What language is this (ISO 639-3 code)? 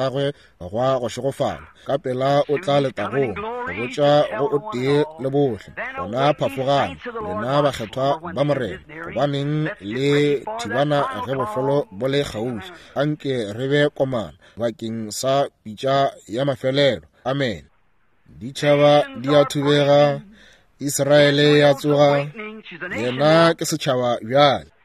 nso